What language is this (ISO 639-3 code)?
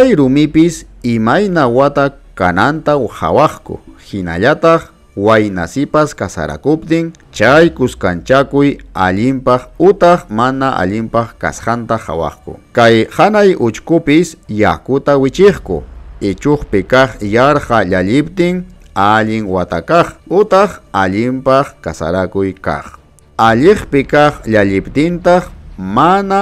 quy